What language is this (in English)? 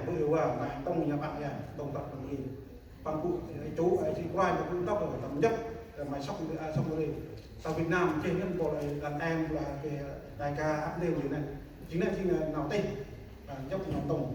Central Mnong